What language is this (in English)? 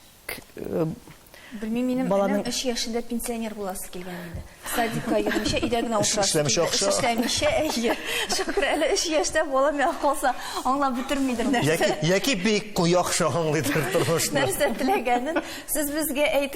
Tatar